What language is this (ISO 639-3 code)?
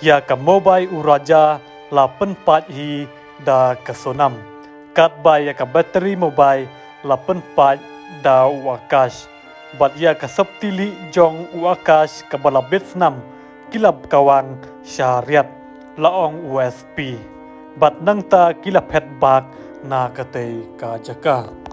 kha